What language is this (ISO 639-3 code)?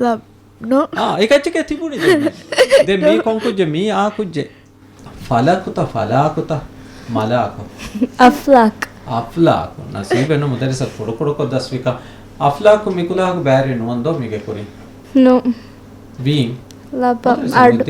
div